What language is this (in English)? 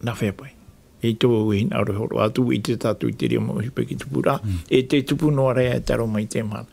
Tahitian